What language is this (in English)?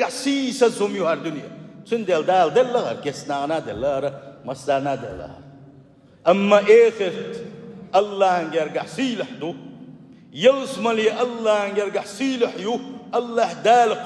Chechen